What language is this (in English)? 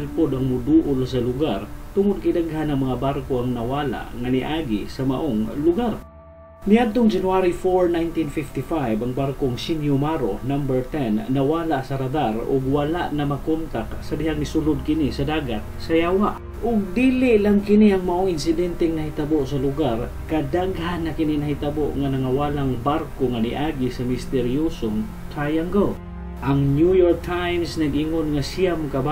Cebuano